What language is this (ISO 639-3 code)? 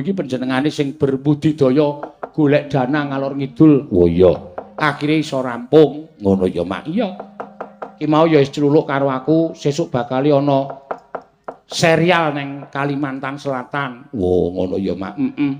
jav